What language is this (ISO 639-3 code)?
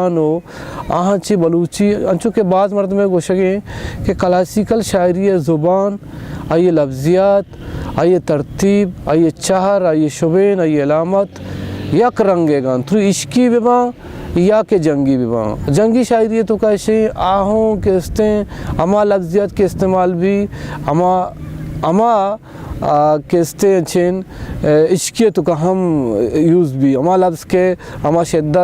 bal